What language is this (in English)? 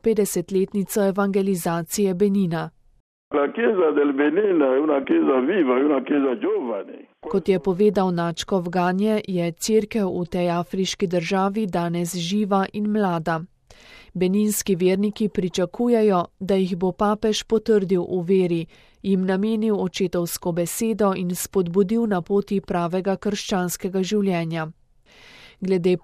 Slovenian